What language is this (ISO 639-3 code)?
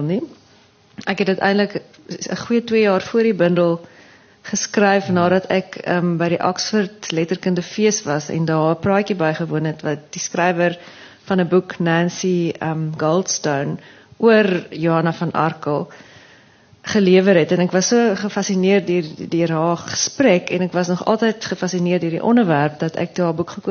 afr